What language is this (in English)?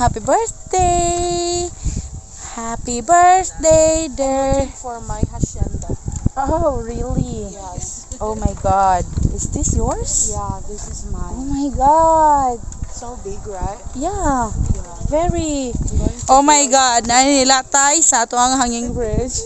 Cebuano